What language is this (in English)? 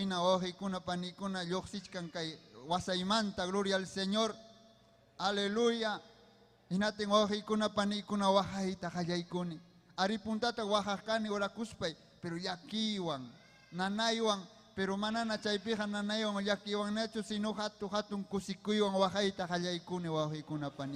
Ayacucho Quechua